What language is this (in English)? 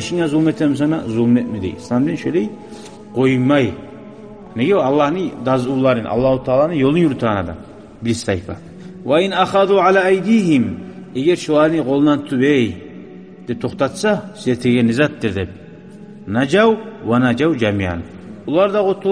Kumyk